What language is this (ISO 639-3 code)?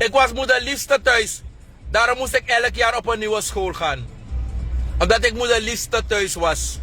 srn